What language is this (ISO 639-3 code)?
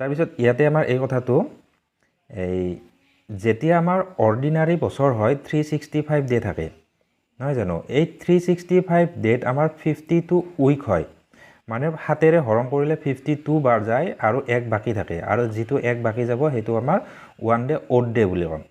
asm